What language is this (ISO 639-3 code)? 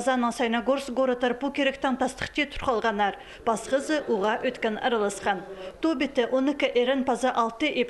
kjh